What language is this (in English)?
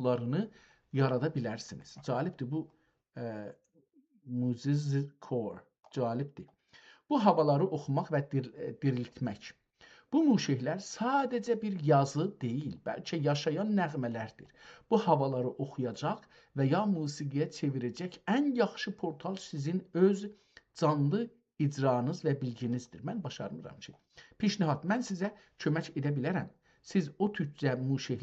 South Azerbaijani